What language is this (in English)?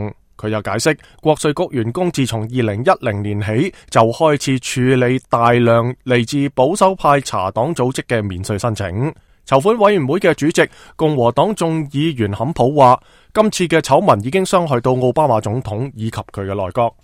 Cantonese